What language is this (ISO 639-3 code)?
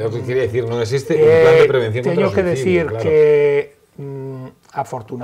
glg